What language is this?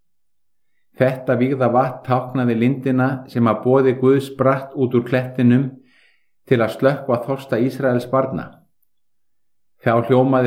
Icelandic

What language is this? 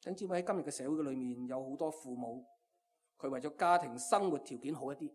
Cantonese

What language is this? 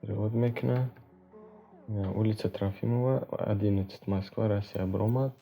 Tajik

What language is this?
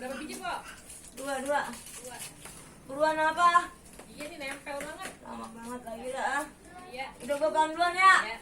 Betawi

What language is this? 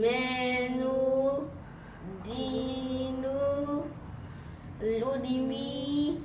Luba-Lulua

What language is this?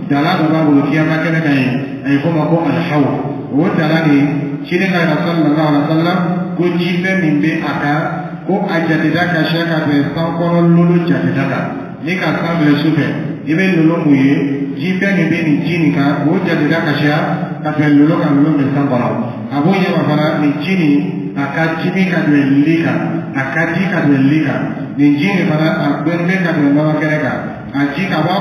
Dyula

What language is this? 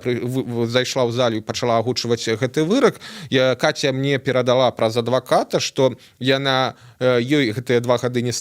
Belarusian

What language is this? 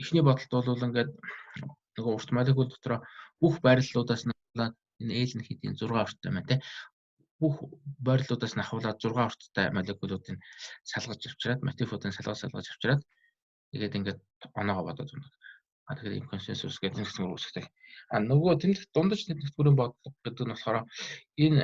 Mongolian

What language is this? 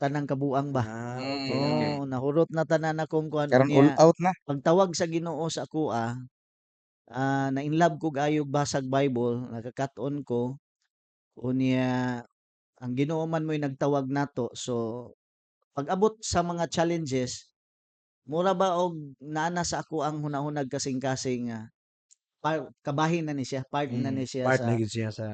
Cebuano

